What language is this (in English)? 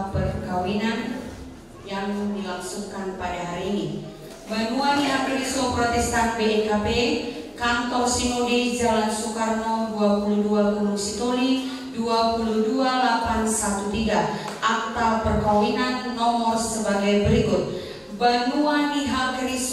Nias